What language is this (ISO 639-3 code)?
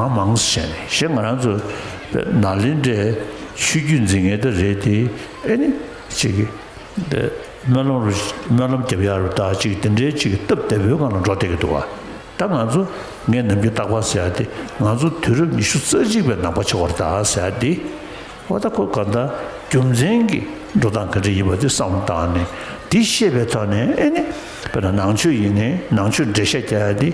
bod